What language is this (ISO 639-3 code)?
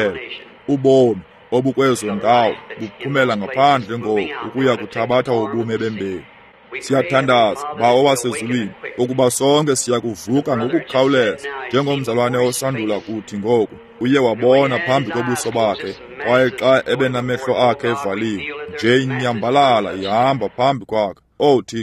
xho